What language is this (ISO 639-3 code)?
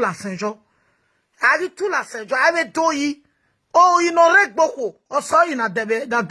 pcm